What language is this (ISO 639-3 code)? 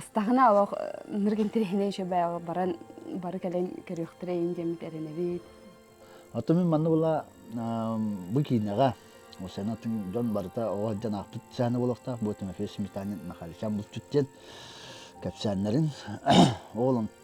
sah